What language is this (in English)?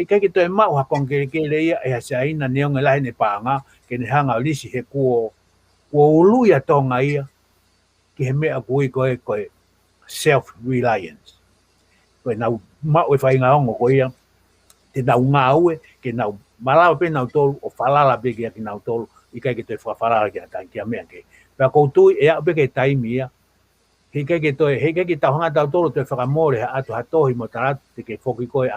Tongan